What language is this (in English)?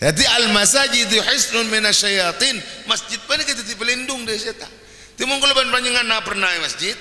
Madurese